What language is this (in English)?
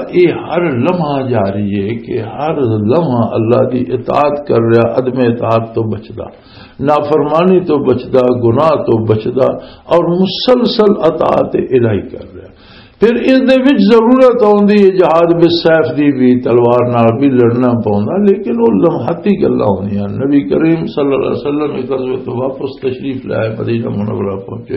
Western Panjabi